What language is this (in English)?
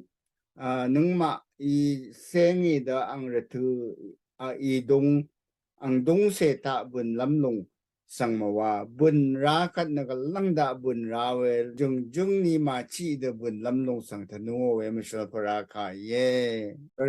Rawang